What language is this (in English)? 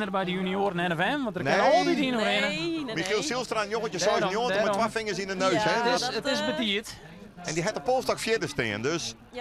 Western Frisian